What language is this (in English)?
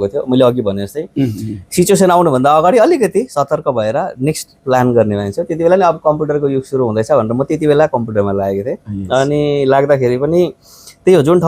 Nepali